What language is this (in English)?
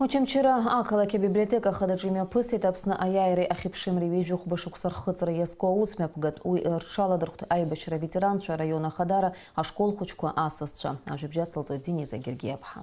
Abkhazian